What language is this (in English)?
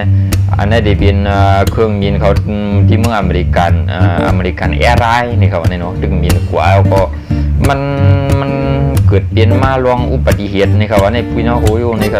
Shan